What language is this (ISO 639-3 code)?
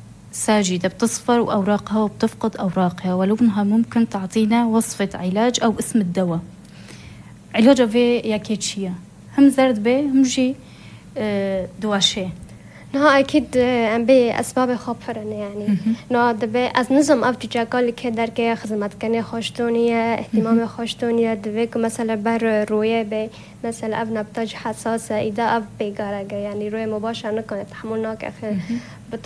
fas